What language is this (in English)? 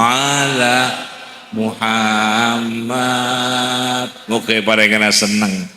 Madurese